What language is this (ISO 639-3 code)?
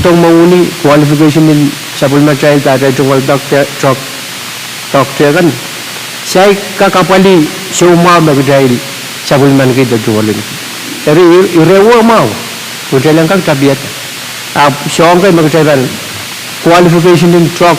pon